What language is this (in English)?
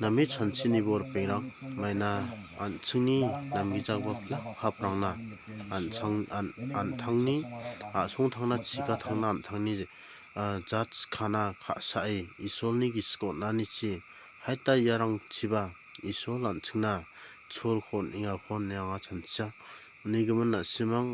Garo